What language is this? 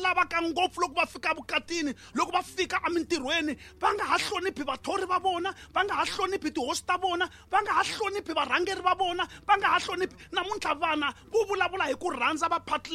Tsonga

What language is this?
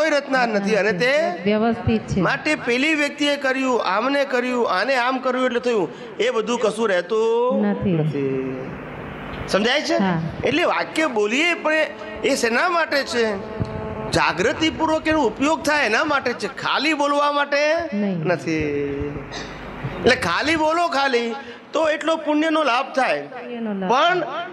Gujarati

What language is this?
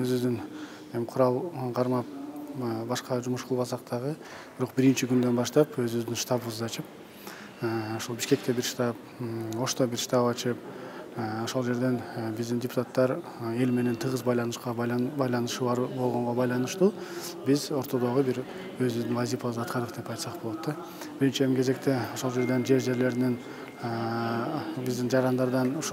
Kyrgyz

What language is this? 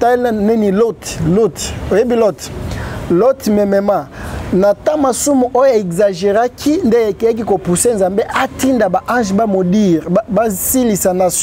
Lingala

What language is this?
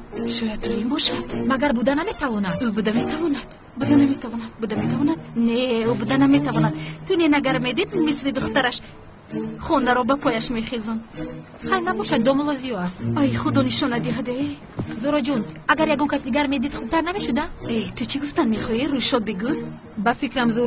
Tajik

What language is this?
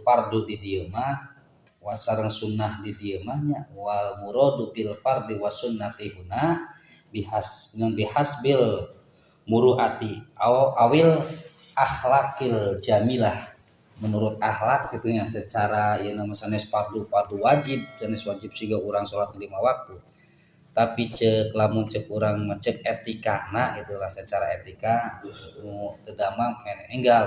Sundanese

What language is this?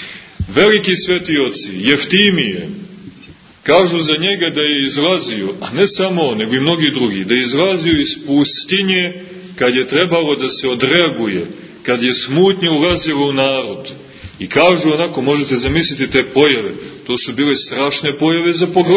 Serbian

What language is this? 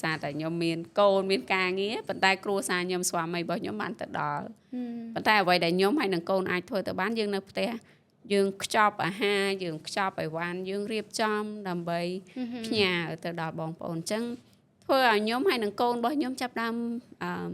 Khmer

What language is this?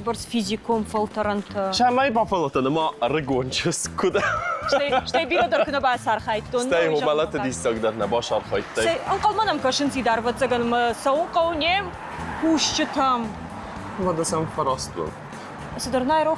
Ossetic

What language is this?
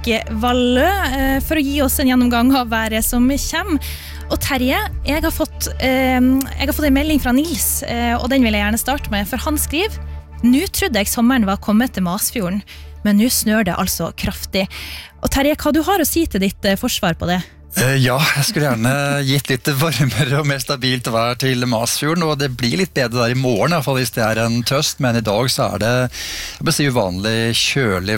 Norwegian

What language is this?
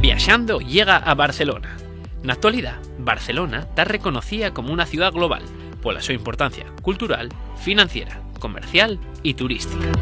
Asturian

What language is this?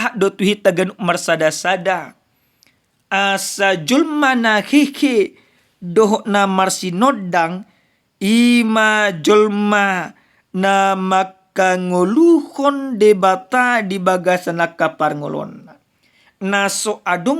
Batak Toba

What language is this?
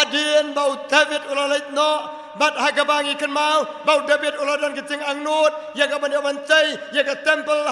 Khasi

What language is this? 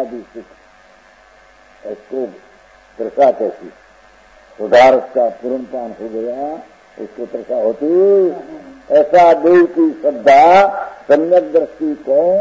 Hindi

